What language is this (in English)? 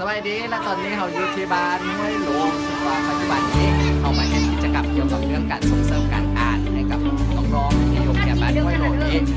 Lao